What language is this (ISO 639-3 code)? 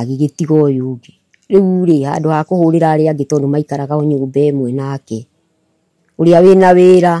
kik